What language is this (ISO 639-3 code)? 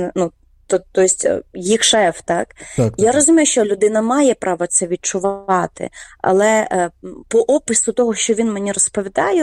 ukr